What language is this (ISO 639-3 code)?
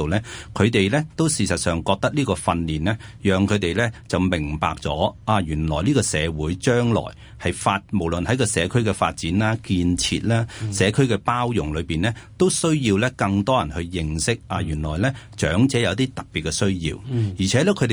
yue